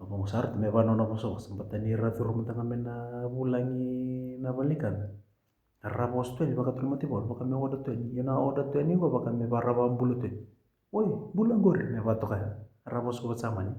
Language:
Fijian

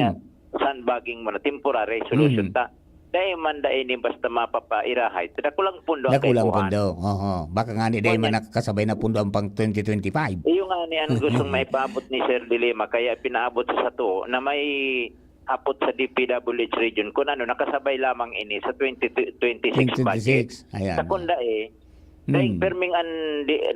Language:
Bikol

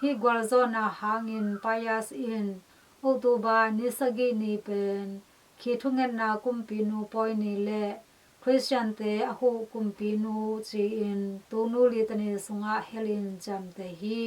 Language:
Tedim Chin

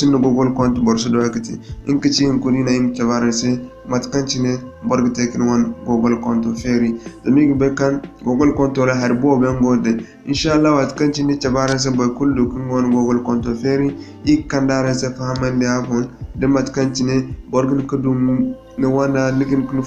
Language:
Zarma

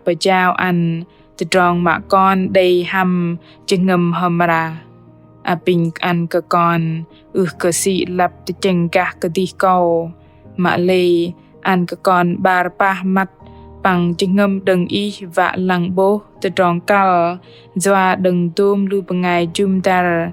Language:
Bahnar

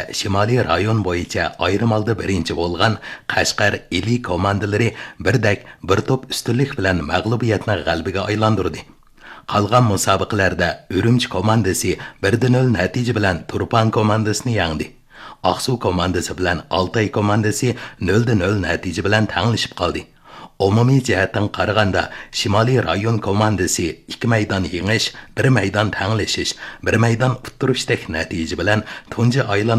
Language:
Uyghur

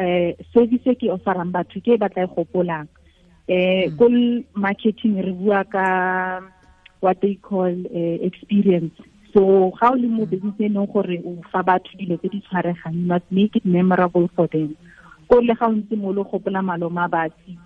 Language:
Tswana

